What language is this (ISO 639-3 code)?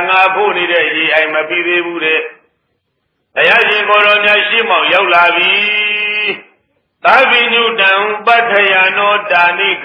mya